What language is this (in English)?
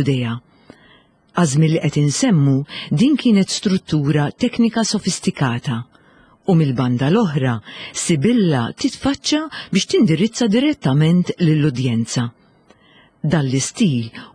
Maltese